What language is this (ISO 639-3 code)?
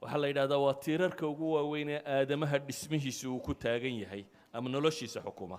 som